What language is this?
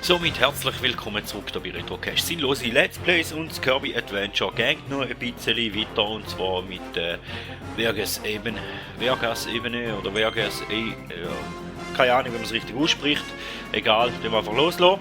Swiss German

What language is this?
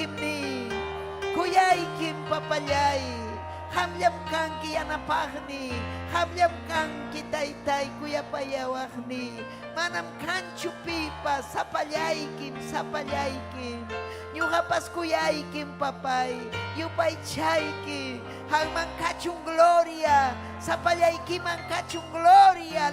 Ayacucho Quechua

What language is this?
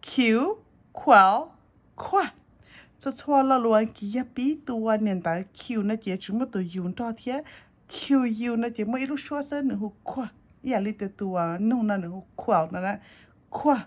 Hmong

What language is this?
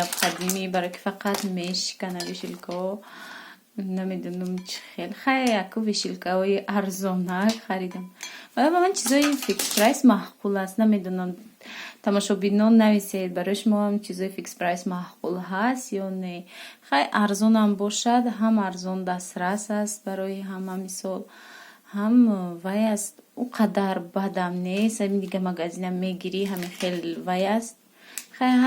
Tajik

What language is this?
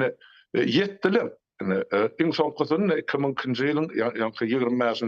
Turkmen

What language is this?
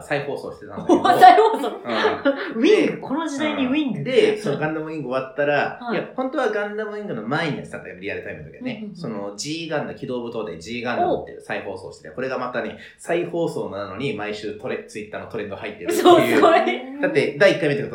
Japanese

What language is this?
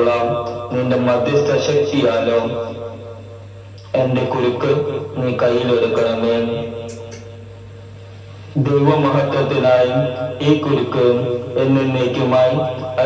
Malayalam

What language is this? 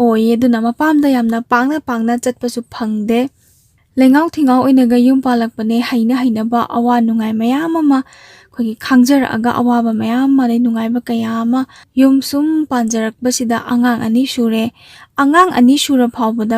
Manipuri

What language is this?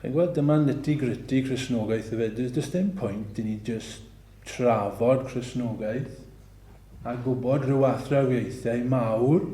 Welsh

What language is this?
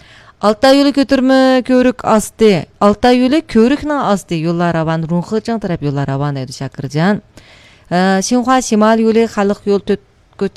Uyghur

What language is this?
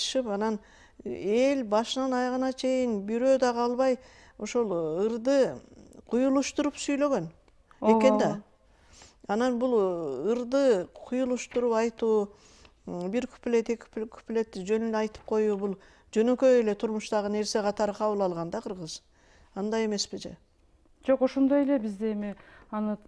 Kyrgyz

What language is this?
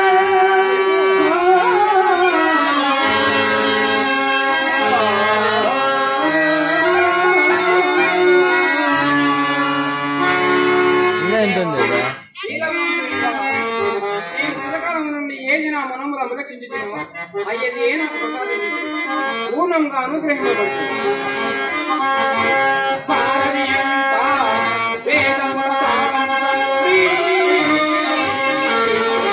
Telugu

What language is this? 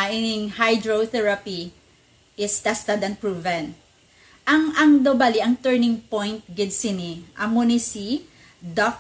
Hiligaynon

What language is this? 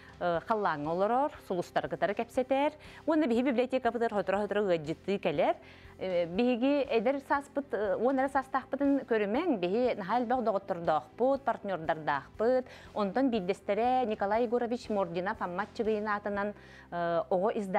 Yakut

